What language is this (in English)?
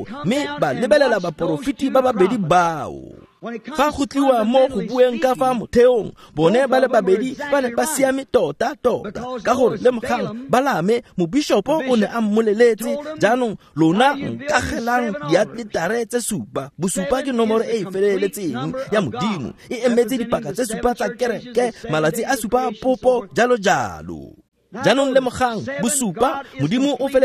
Tswana